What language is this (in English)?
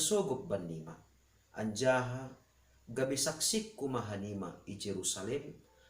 Batak Simalungun